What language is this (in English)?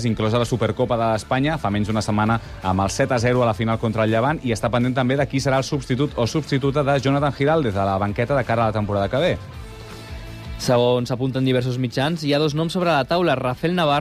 Catalan